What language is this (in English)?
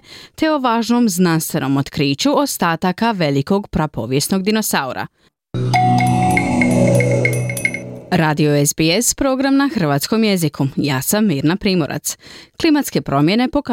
Croatian